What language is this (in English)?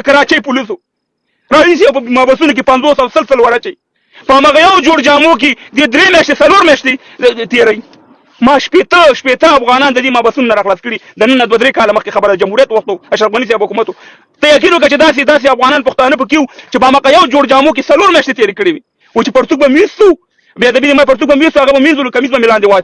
Pashto